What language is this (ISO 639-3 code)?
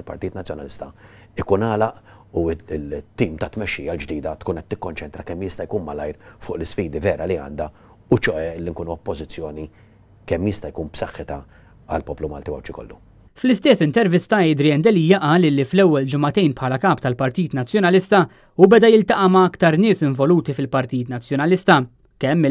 mlt